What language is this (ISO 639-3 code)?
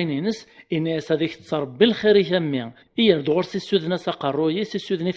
kab